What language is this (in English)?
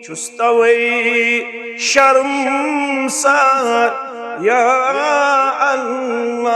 Kashmiri